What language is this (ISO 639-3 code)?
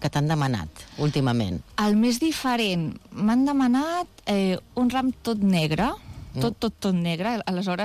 cat